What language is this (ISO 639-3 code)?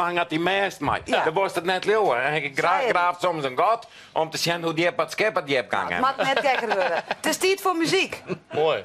fry